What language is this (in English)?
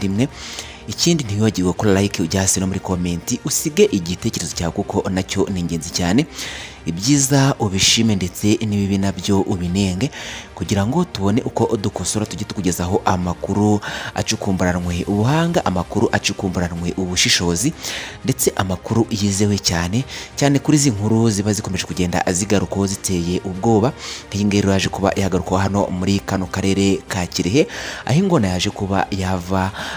Kinyarwanda